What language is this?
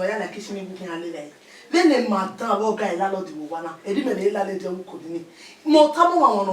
Bini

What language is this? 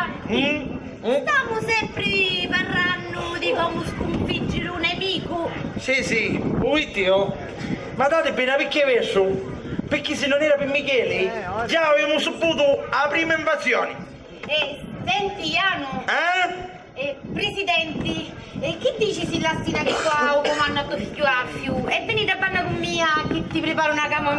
Sicilian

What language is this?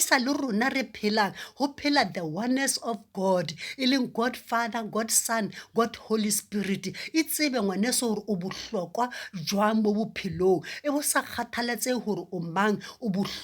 Southern Sotho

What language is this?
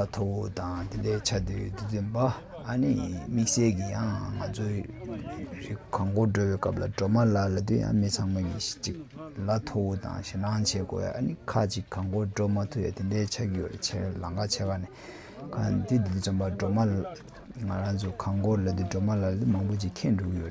Tibetan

